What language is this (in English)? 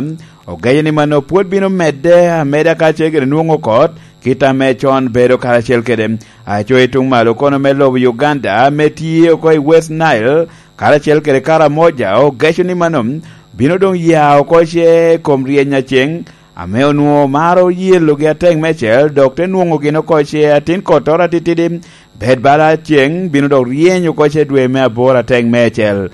Lango (Uganda)